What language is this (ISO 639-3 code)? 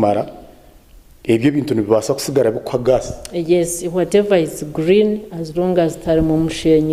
nyn